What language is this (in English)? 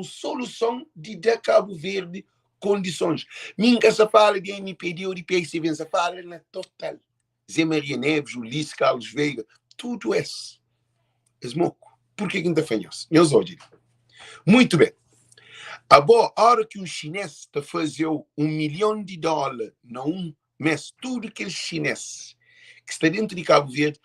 Kabuverdianu